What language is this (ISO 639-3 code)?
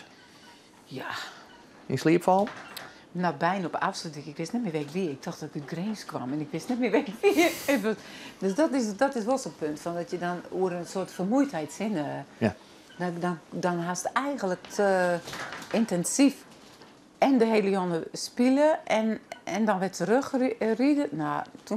fry